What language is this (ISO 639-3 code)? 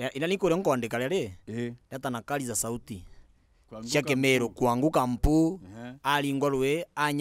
mer